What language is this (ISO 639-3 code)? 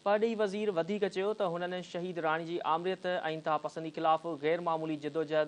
snd